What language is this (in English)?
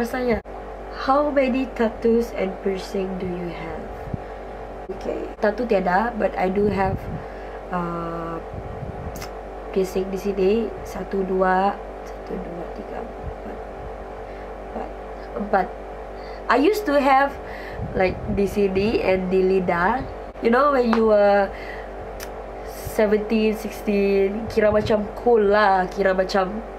Malay